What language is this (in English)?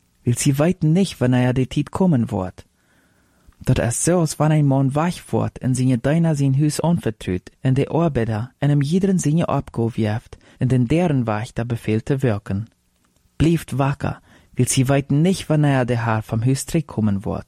Plautdietsch